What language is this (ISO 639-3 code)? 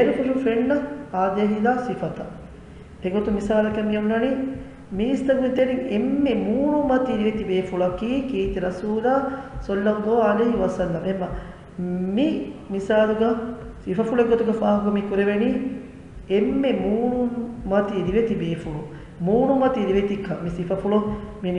div